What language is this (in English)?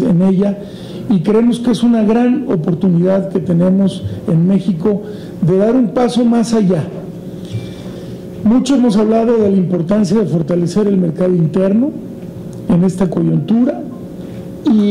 Spanish